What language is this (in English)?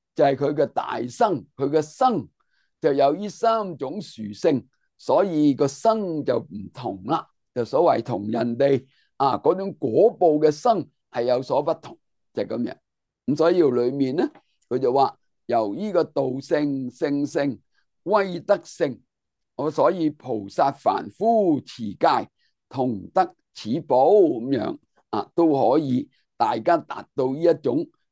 Cantonese